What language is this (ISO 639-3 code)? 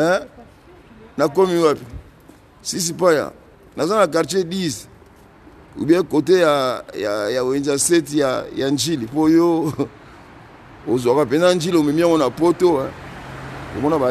lin